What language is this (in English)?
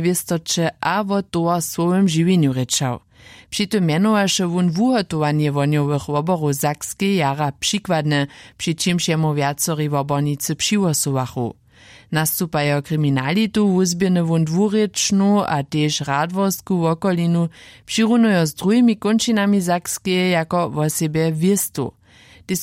Upper Sorbian